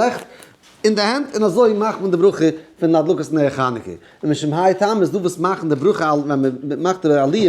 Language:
Yiddish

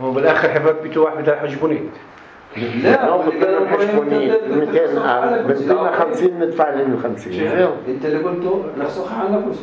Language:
North Levantine Arabic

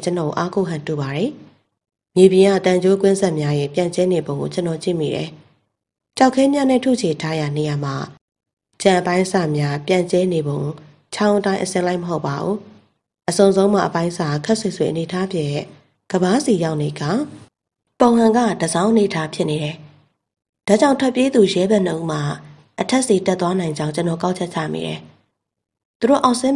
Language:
Burmese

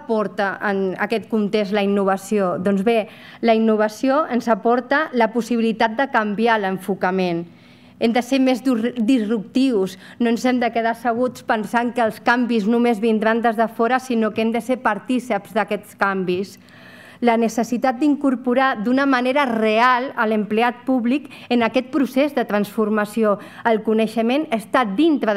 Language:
Catalan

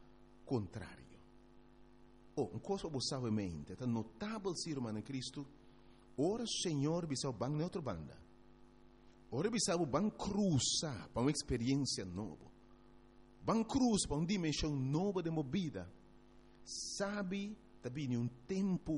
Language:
Papiamento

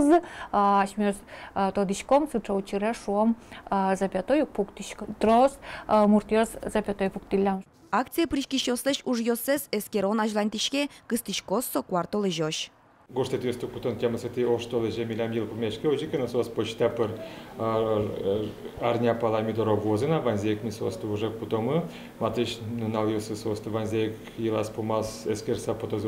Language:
Udmurt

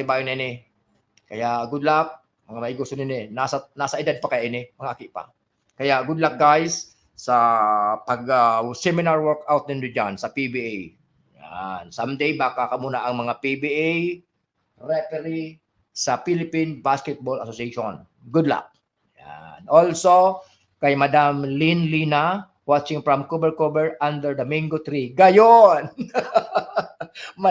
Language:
Bikol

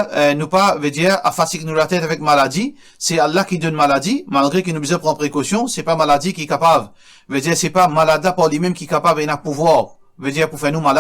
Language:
Morisyen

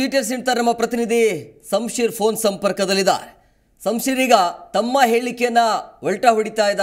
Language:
Kannada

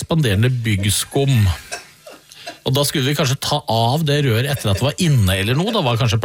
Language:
Norwegian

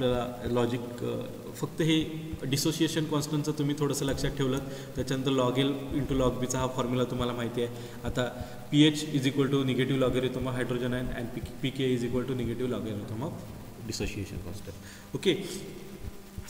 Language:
Marathi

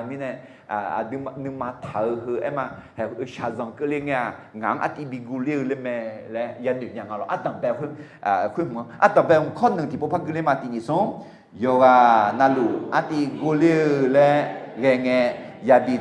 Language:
Akha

